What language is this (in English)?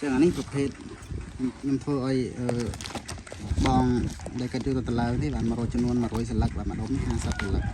Khmer